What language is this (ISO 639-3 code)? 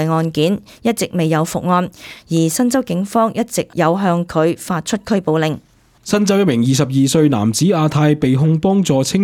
yue